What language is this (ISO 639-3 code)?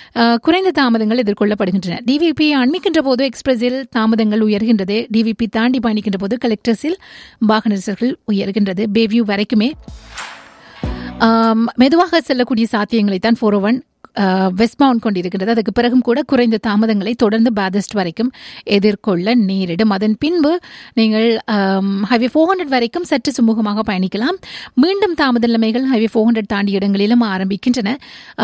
tam